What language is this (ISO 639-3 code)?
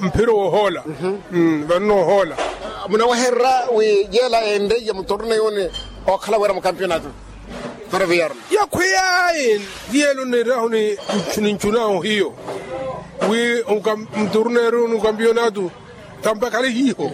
vmw